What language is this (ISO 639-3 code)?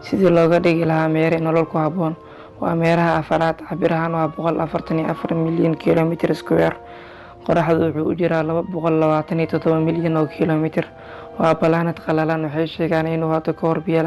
som